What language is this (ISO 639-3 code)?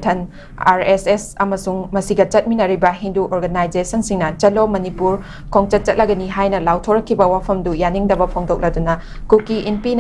mni